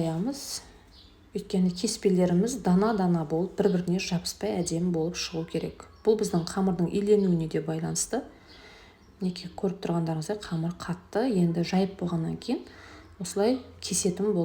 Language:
Kazakh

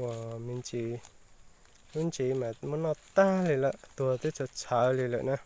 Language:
Hmong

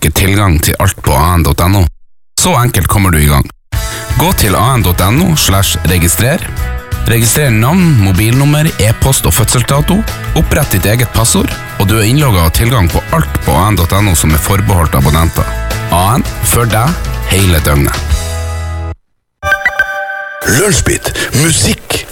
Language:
Norwegian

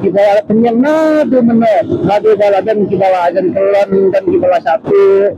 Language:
Khasi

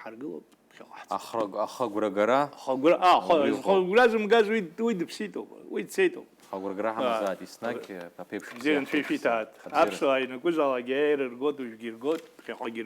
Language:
Abkhazian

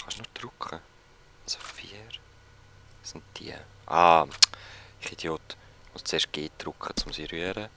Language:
Swiss German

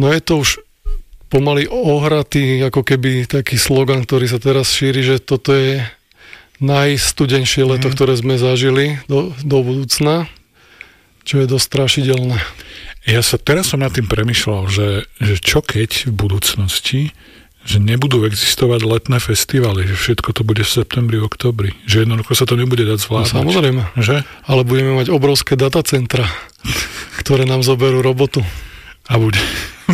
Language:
Slovak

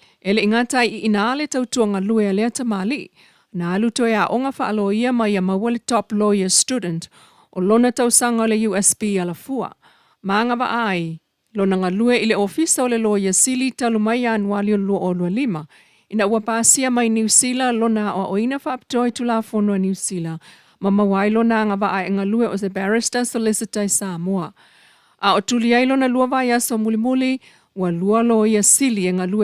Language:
Samoan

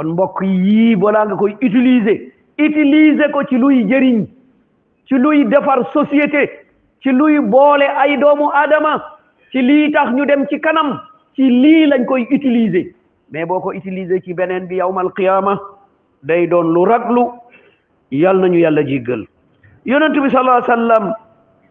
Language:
Wolof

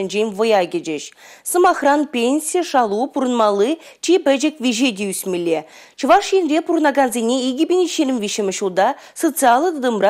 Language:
Chuvash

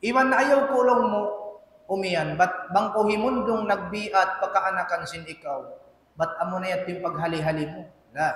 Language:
Tausug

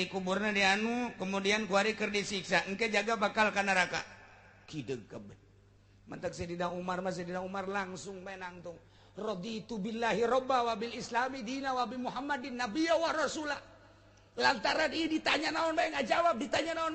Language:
Sundanese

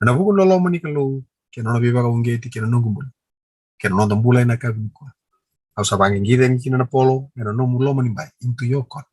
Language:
Fijian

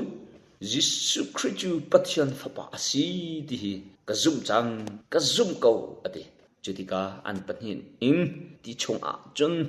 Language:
Hakha Chin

